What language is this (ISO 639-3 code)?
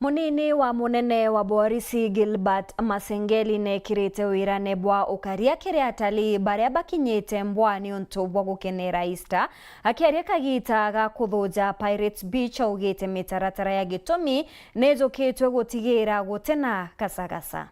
mer